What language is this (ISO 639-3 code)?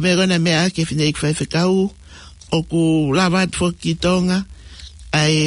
ton